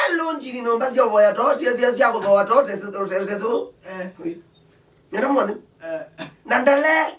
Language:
Kamba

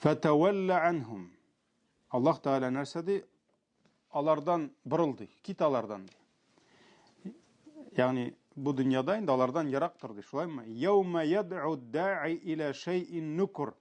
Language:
Tatar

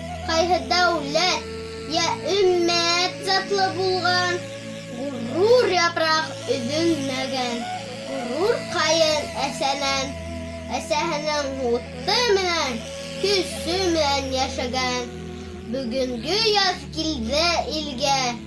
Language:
Bashkir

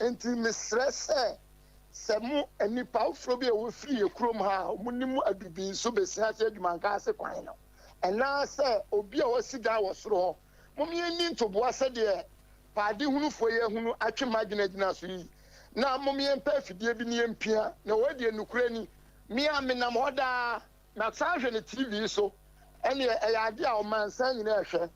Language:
Akan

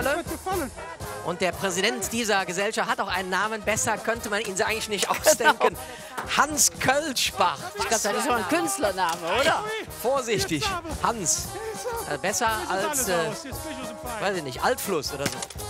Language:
German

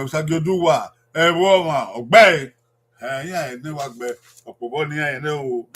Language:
Bini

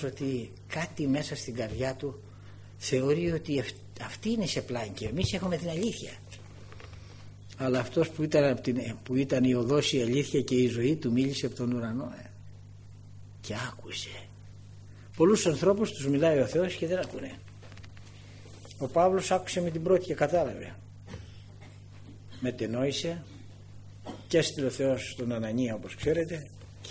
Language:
Greek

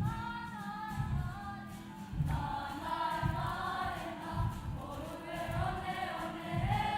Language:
Māori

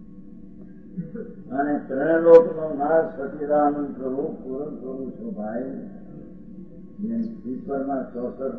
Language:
Gujarati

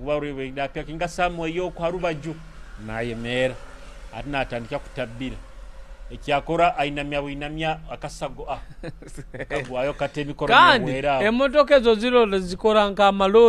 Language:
Nyoro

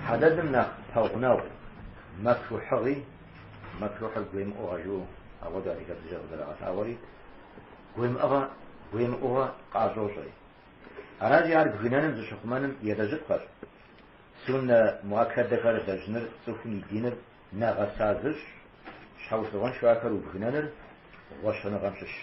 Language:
Kabardian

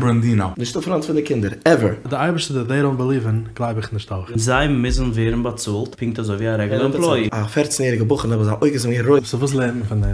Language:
Yiddish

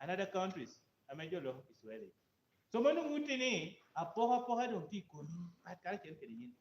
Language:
Lango (Uganda)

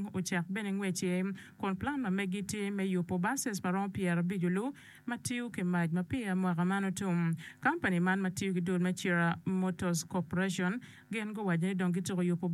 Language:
Acoli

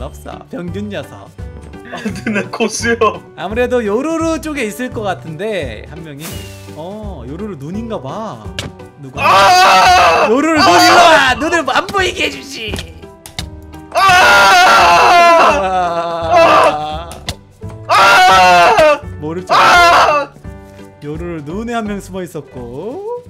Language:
Korean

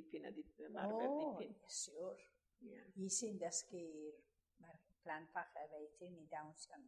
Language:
Welsh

